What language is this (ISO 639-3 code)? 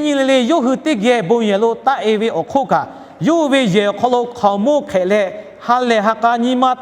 lhu